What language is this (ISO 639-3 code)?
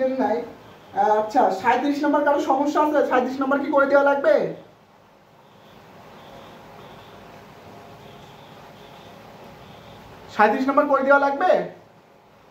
ben